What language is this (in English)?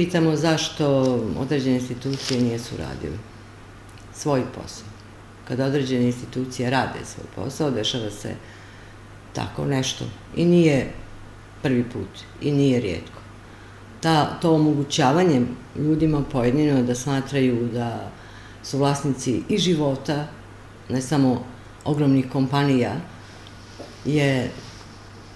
Serbian